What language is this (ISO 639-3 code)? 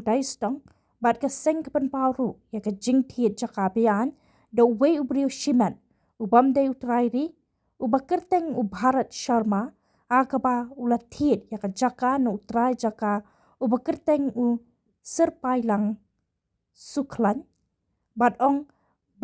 kha